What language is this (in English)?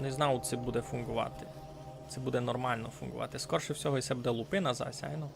Rusyn